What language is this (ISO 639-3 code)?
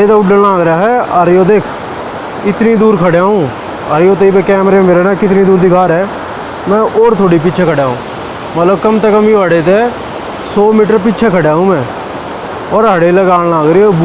bgc